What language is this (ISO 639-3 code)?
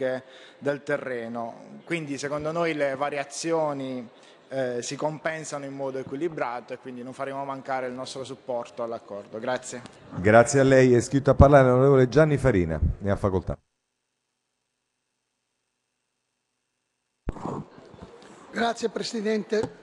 ita